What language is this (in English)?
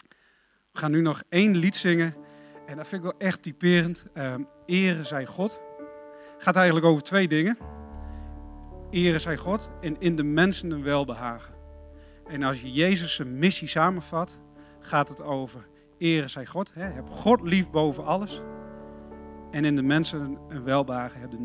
Dutch